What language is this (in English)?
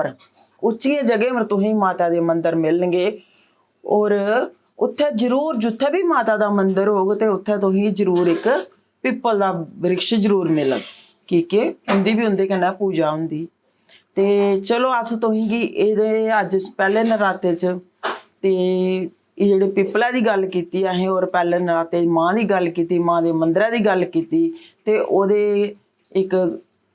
Dogri